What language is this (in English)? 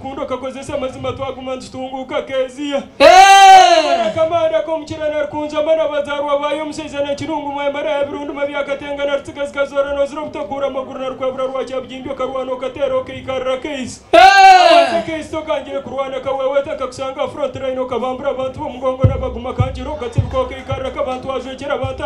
Nyankole